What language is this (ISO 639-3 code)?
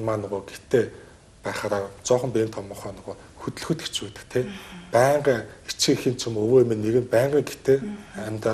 mon